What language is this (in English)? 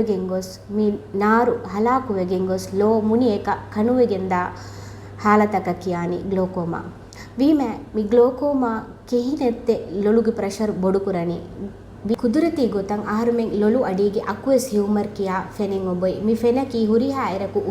Divehi